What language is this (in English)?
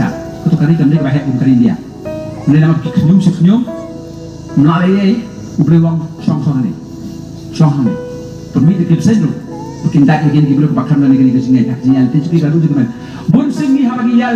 Khasi